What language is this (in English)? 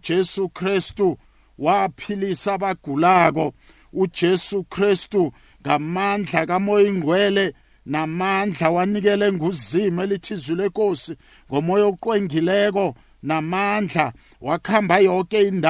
South Ndebele